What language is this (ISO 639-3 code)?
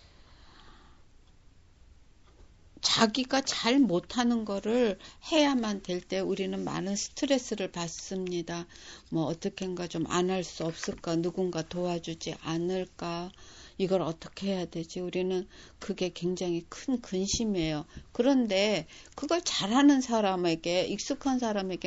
kor